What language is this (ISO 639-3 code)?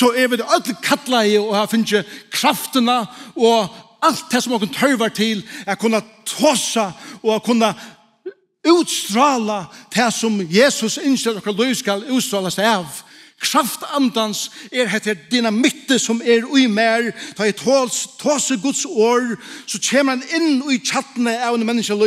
fao